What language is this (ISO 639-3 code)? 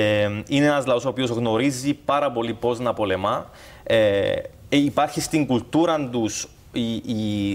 ell